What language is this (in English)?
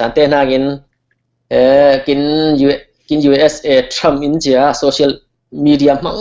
Falam Chin